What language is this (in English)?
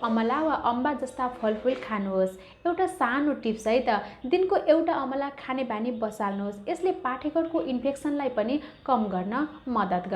Nepali